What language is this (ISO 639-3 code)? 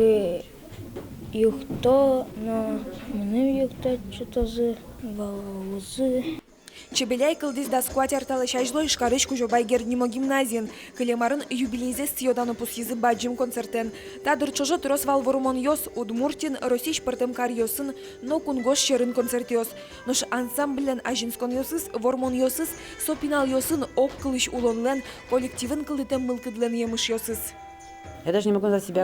udm